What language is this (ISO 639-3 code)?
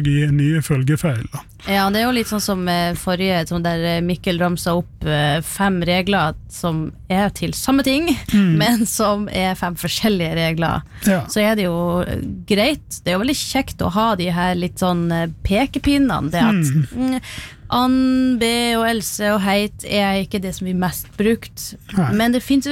nor